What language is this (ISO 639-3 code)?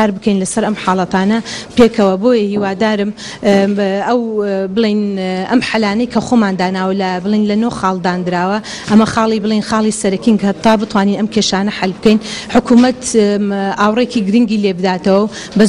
ckb